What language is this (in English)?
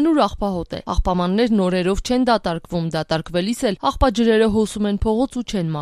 Armenian